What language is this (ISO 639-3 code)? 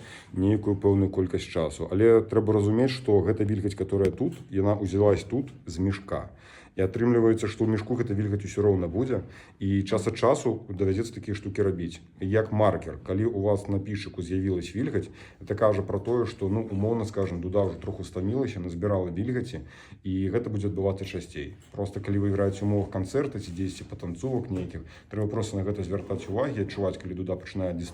bel